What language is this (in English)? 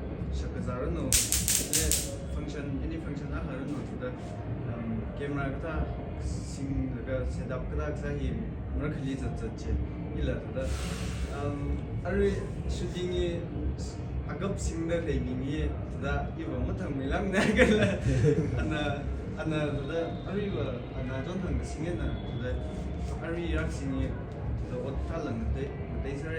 Tangkhul Naga (India)